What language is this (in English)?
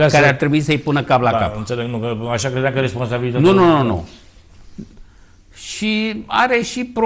Romanian